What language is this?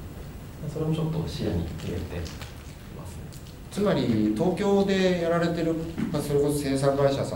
Japanese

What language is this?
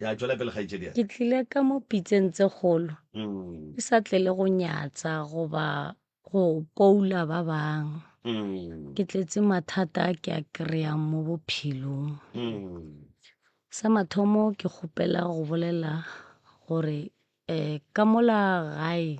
Northern Sotho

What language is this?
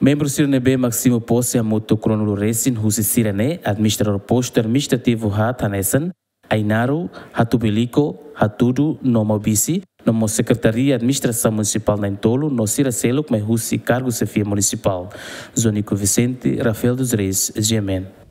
Tetum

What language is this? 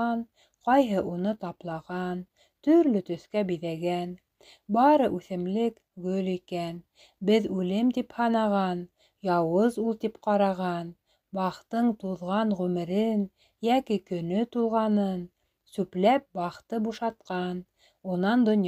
Bashkir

